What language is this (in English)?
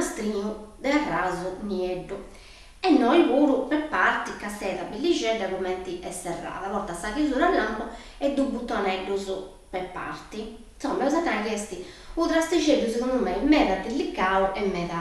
Sardinian